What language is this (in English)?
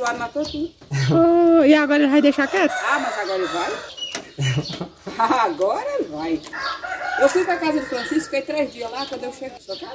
Portuguese